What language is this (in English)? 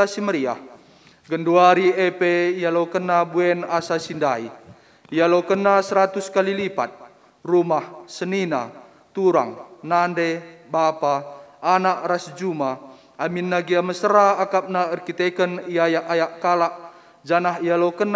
Batak Karo